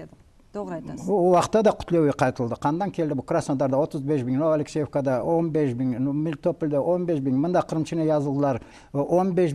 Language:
Crimean Tatar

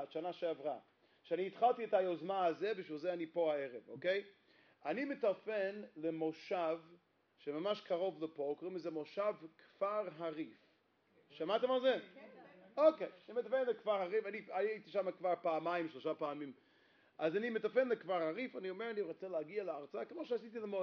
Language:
Hebrew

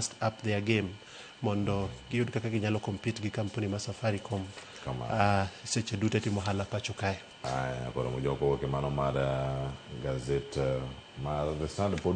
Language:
Luo (Kenya and Tanzania)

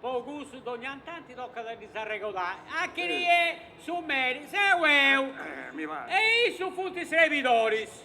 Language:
Sardinian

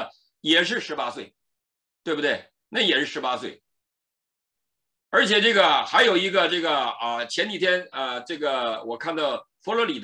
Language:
Chinese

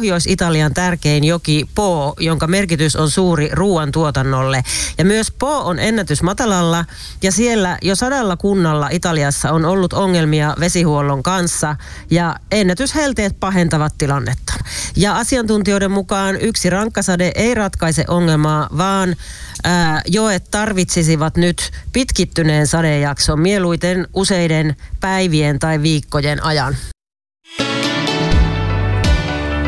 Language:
Finnish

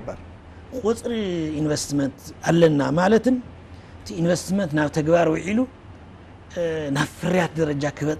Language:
Tigrinya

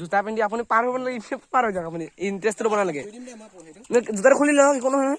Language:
Assamese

